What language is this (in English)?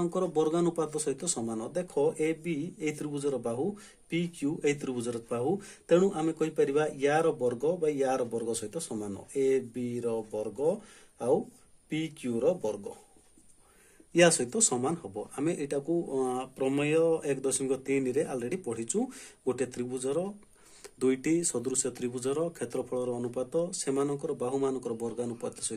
Odia